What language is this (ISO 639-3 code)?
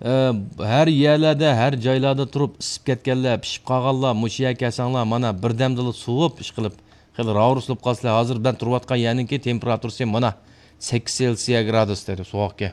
uig